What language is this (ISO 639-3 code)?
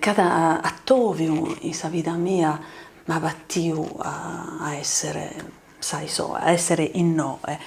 srd